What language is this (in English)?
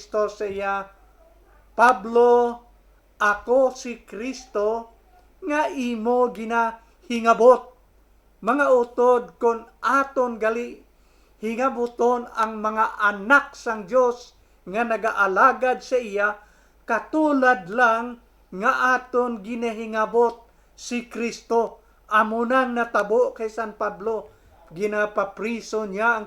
Hiligaynon